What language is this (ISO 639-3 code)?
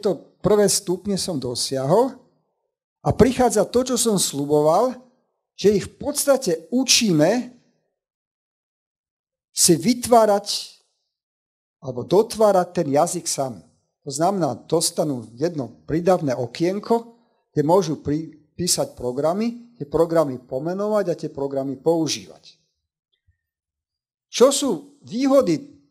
slk